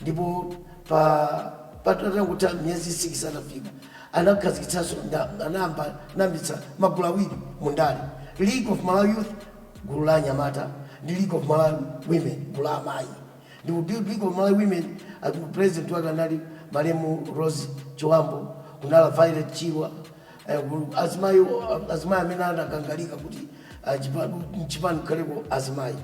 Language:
Nyanja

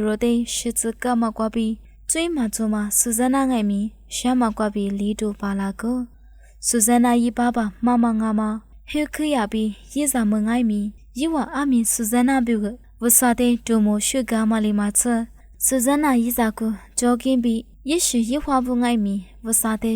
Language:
Lisu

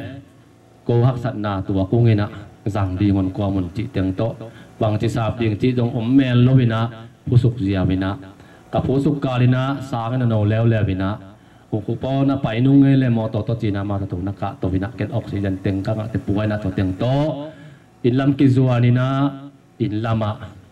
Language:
Tedim Chin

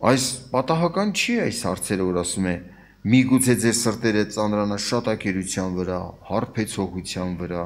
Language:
Armenian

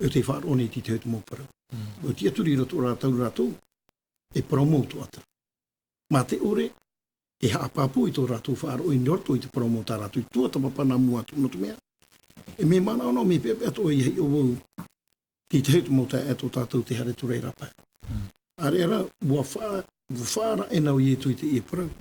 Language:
Tahitian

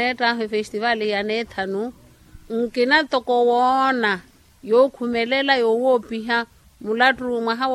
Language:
Makhuwa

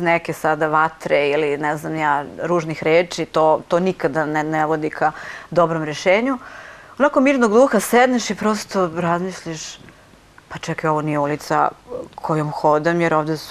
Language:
Serbian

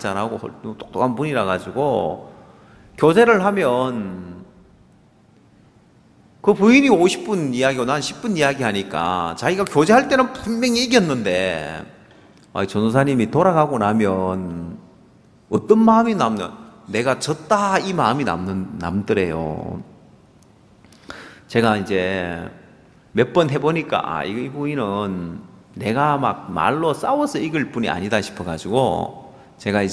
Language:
Korean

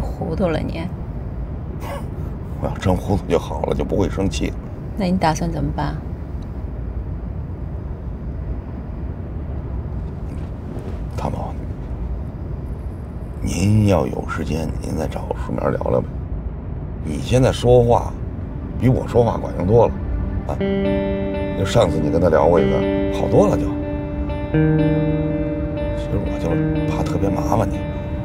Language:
Chinese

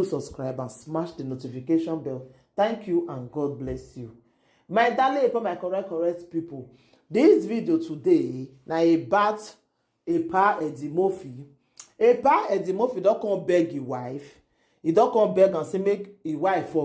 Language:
Nigerian Pidgin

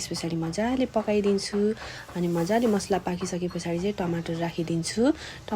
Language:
Nepali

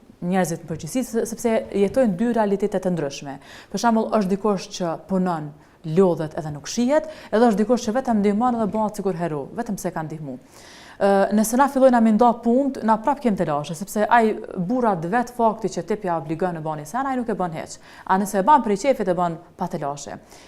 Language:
Albanian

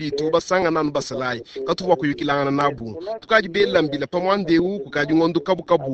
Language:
Luba-Lulua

